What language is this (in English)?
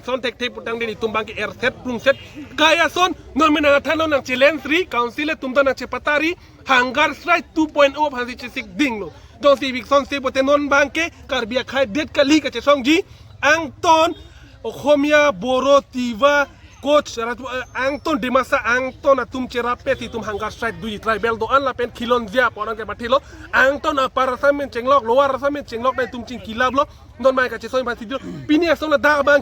Karbi